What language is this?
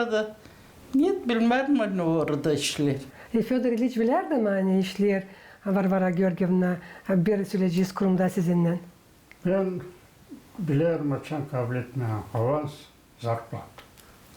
Gagauz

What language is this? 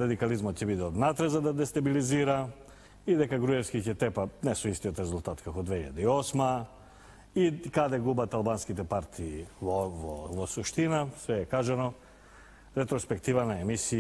Macedonian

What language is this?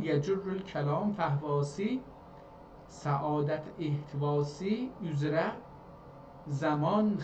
South Azerbaijani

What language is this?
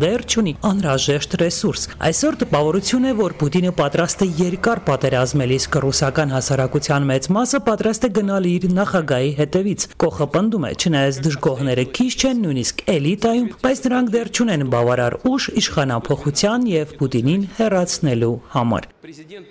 Armenian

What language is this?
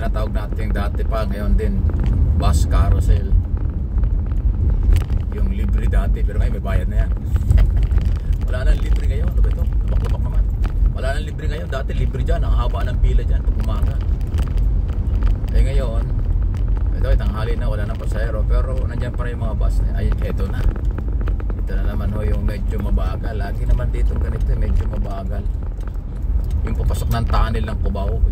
Filipino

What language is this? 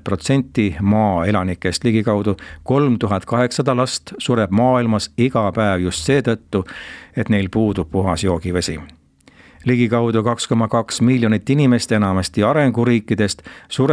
Estonian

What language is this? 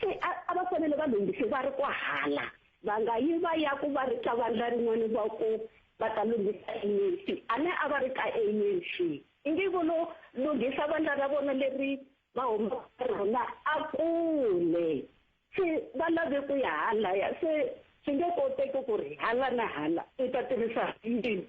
Tsonga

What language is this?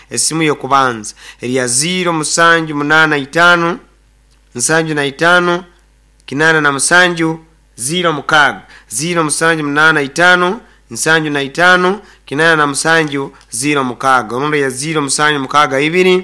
Nyoro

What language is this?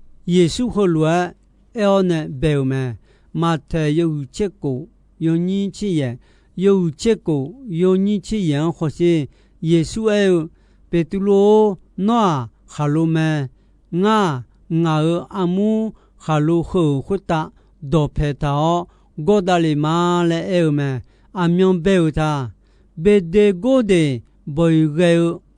Akha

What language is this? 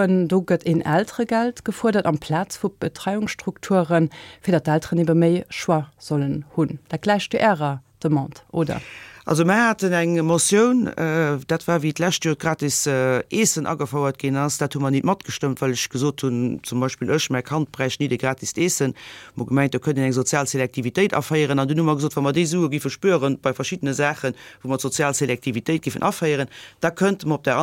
Luxembourgish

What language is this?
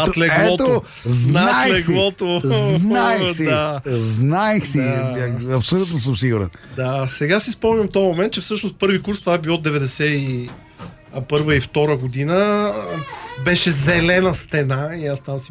Bulgarian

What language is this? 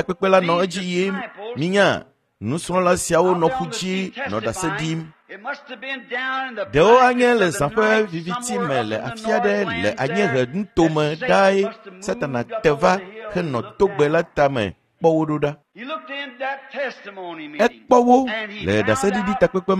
Ewe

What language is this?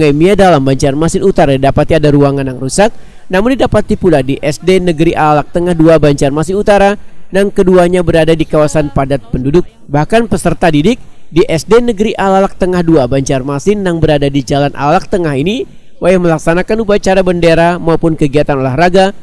Banjar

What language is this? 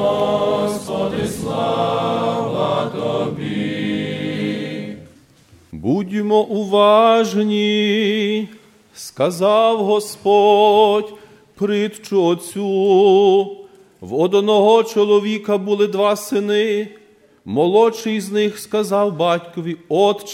Ukrainian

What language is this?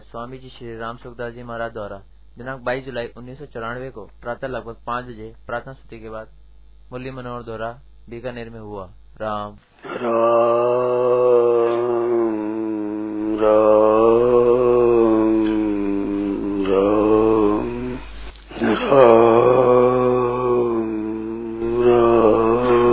Hindi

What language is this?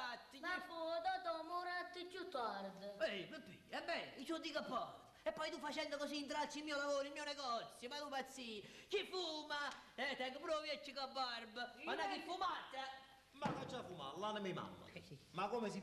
Neapolitan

